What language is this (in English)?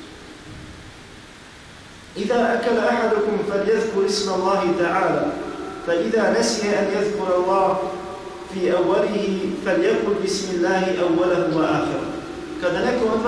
Bosnian